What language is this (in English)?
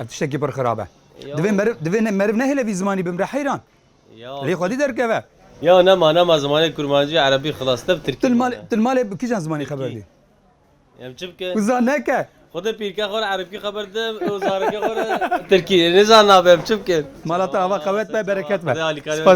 Kurdish